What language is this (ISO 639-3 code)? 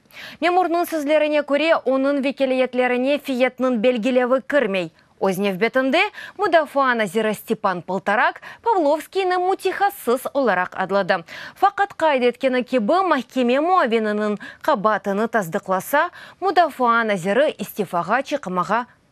crh